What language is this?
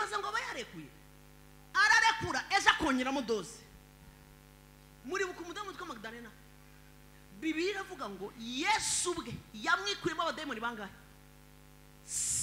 Kinyarwanda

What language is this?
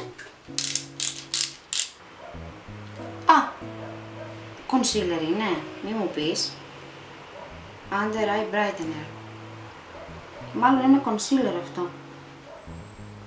Greek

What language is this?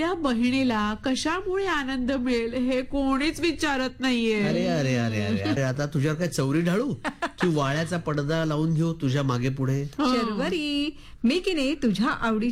Marathi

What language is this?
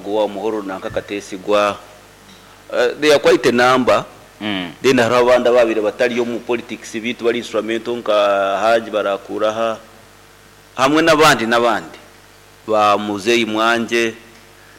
Nyoro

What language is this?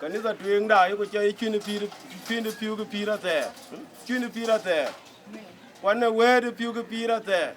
Dinka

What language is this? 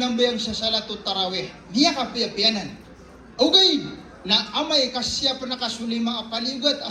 Maranao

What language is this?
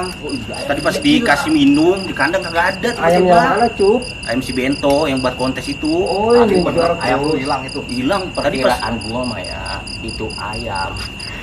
Betawi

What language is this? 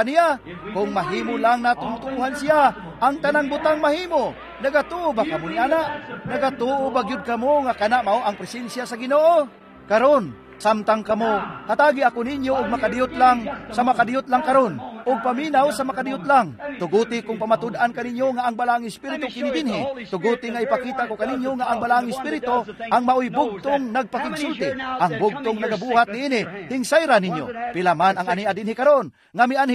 Cebuano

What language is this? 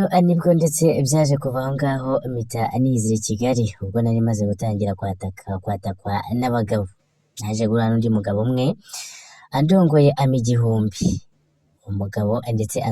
Kinyarwanda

